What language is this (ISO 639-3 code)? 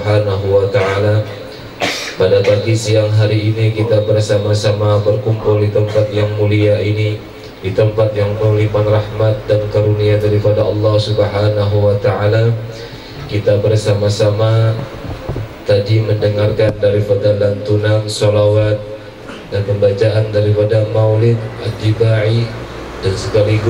ind